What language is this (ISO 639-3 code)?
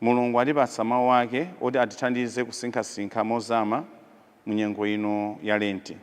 nya